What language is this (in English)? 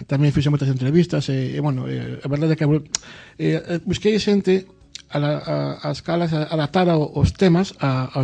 Galician